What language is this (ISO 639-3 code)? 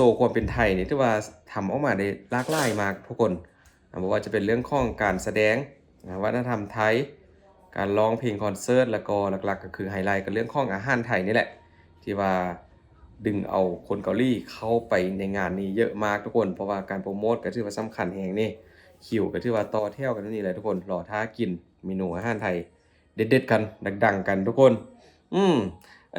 lao